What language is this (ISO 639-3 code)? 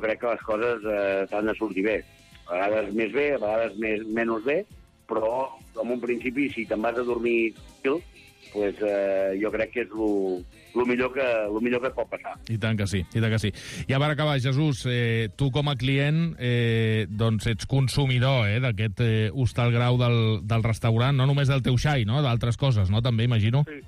cat